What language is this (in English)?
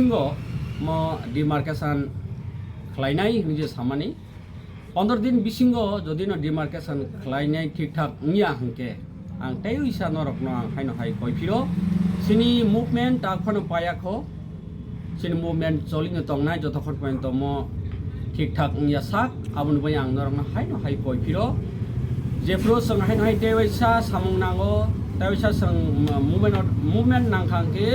Kok Borok